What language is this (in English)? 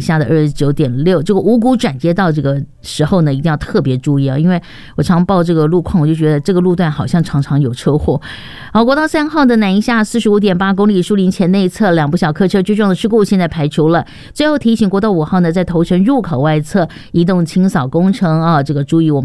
Chinese